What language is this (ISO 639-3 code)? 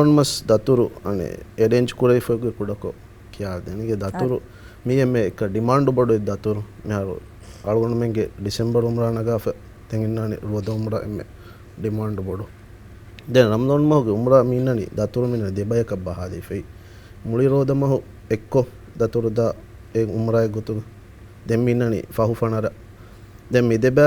div